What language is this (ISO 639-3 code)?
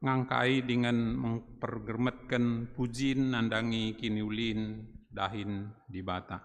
btx